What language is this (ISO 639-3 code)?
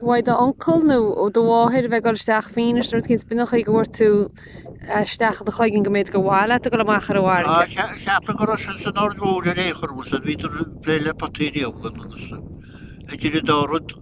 gle